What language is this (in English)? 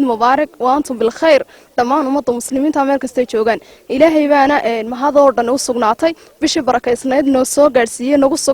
Somali